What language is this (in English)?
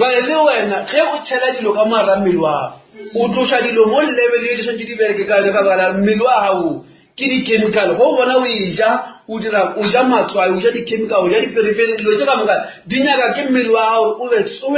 Northern Sotho